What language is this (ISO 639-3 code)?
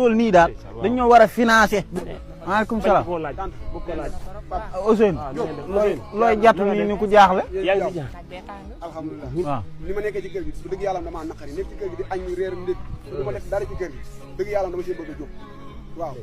wol